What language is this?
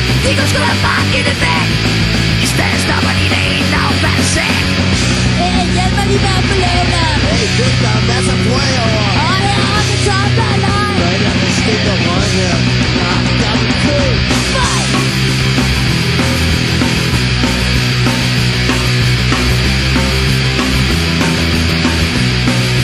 Danish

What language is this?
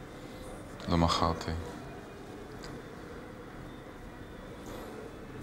Hebrew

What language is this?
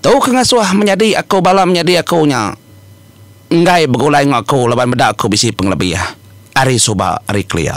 Iban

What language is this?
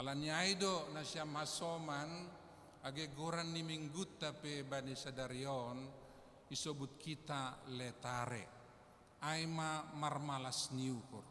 Batak Simalungun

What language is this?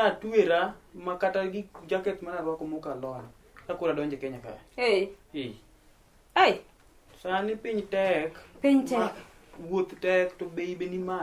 Luo (Kenya and Tanzania)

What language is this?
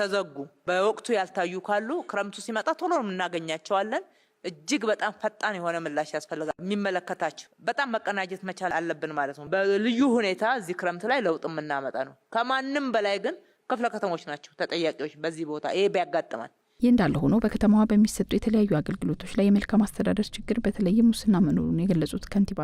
Amharic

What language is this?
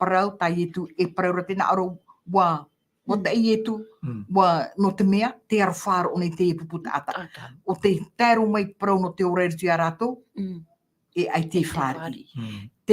Tahitian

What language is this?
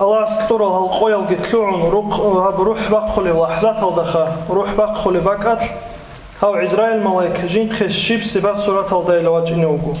Avaric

